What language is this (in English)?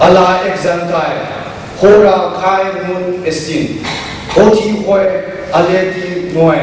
Kachin